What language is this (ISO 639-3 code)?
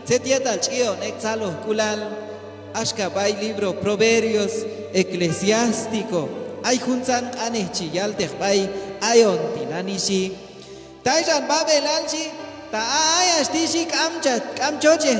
kjb